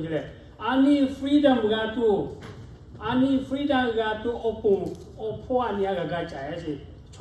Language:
Lahu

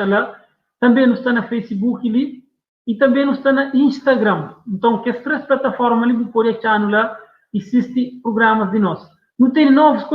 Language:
Kabuverdianu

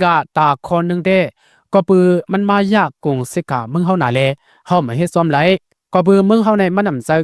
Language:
Lao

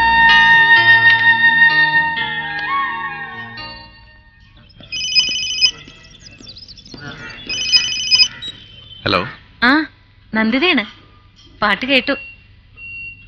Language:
Malayalam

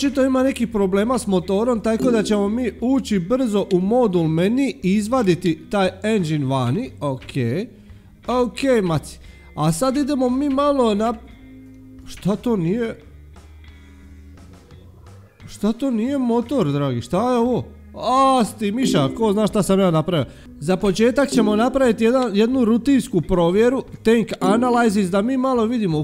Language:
Croatian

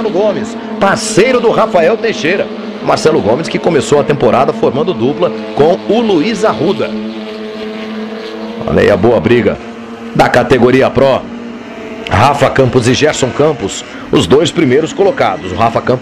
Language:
Portuguese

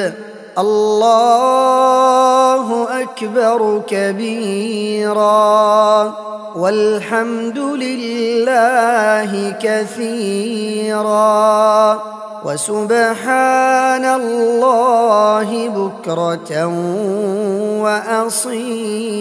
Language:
Arabic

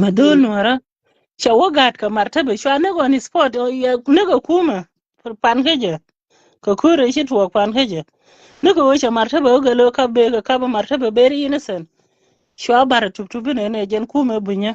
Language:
Nuer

